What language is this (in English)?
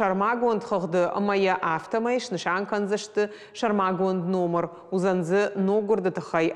Ossetic